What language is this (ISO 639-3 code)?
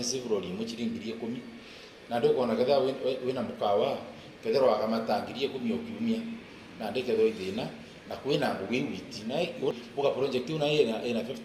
mer